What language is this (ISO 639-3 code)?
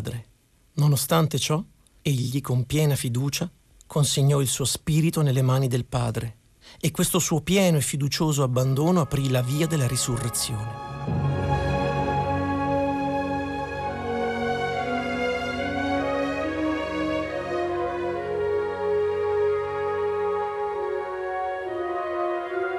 ita